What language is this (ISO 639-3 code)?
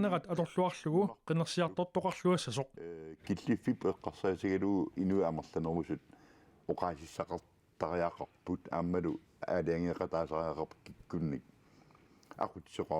kal